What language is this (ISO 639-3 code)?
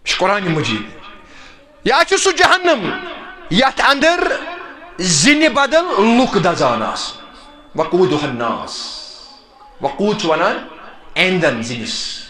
kas